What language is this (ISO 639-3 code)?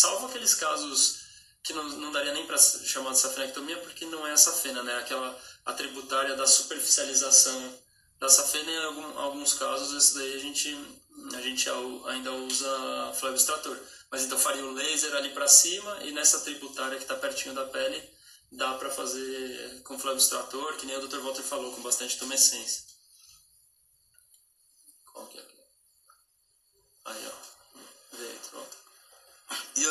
por